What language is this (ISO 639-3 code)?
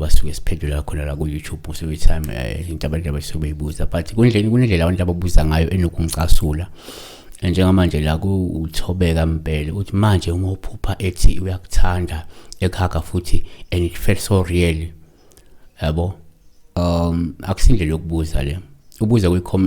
zul